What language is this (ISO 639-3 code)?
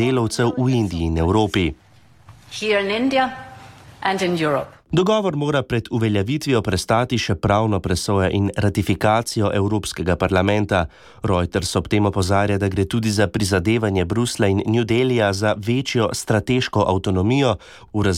slv